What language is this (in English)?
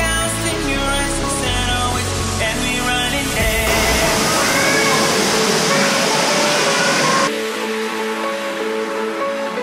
Spanish